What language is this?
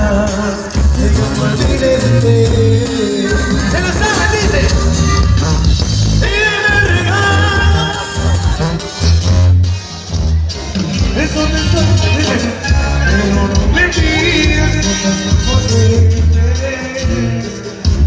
Spanish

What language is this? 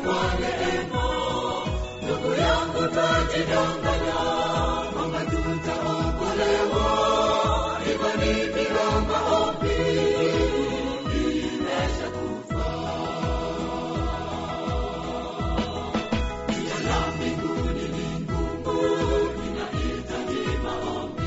Swahili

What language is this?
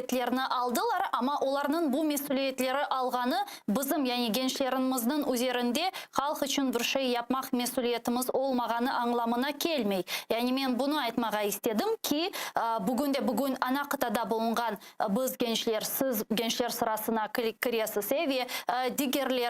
Crimean Tatar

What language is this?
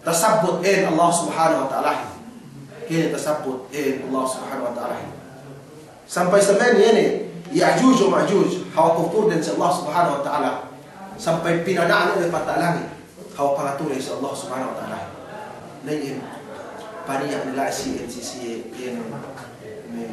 Yakan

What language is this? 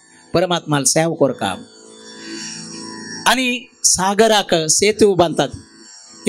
Konkani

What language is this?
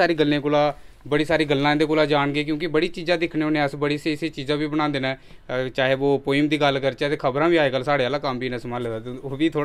Dogri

